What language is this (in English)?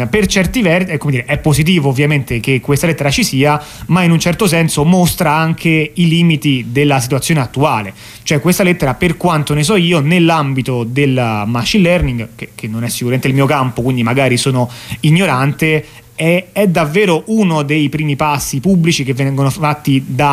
Italian